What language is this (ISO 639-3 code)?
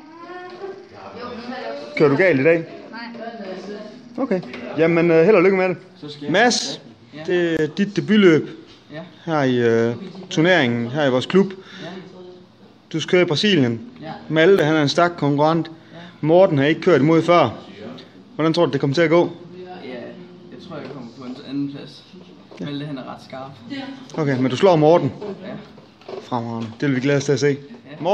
dan